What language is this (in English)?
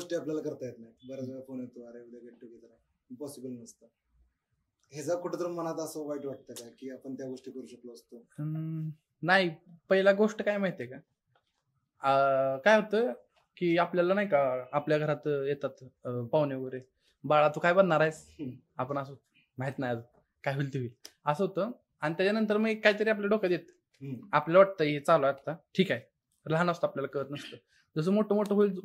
Marathi